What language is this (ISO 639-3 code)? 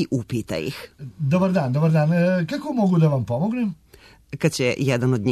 srp